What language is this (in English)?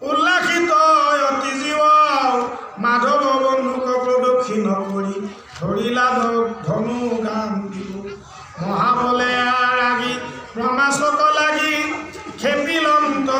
Assamese